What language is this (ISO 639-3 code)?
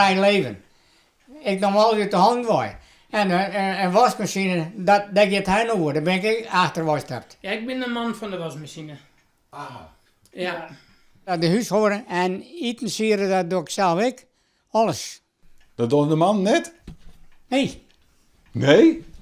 fry